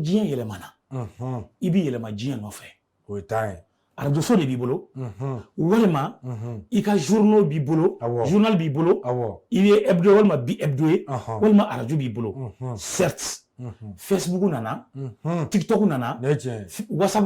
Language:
Bambara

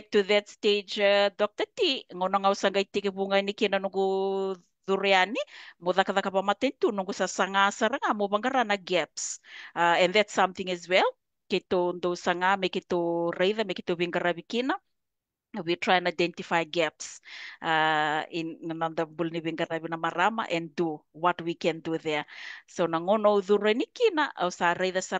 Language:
Fijian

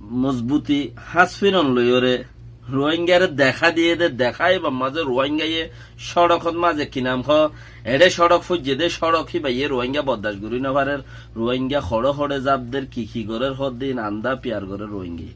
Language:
Rohingya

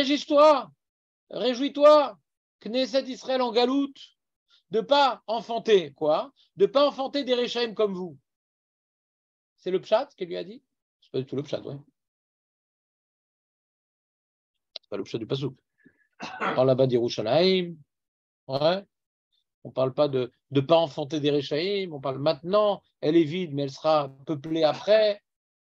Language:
French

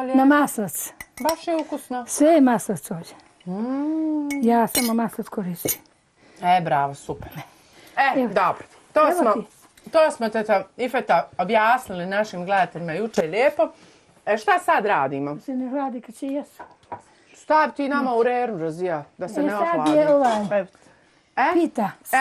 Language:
Bosnian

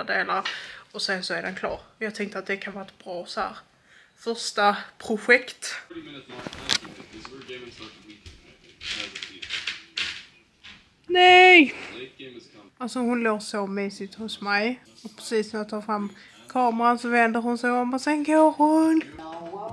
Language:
Swedish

